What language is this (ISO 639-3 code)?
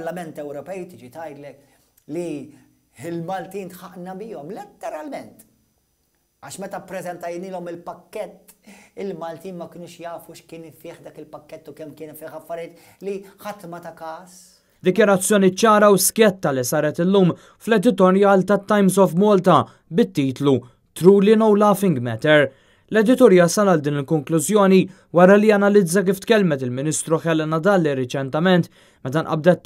mlt